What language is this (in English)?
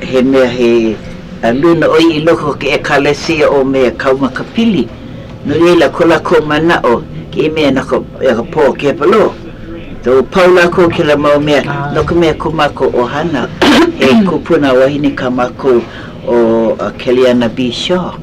Hawaiian